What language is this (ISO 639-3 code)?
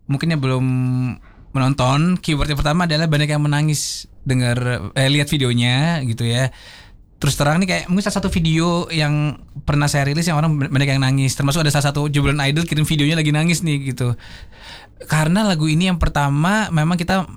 ind